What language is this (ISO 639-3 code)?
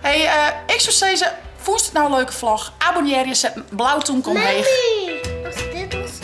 fry